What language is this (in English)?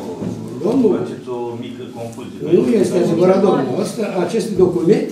Romanian